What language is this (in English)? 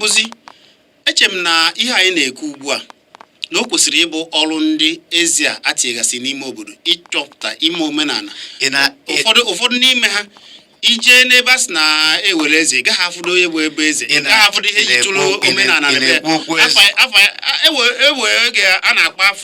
Igbo